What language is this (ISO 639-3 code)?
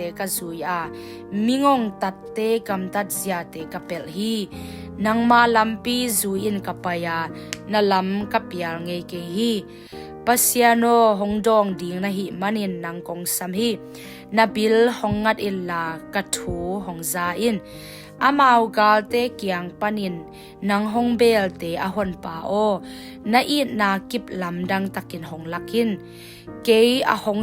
ctd